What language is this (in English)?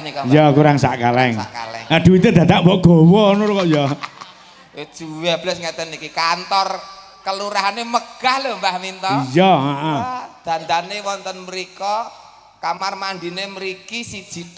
Javanese